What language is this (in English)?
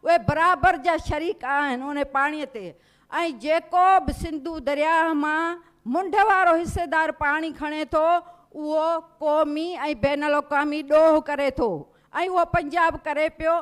Sindhi